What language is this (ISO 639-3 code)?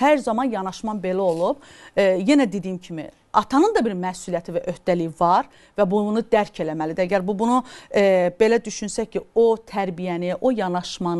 aze